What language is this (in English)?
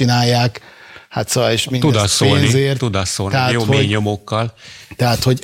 Hungarian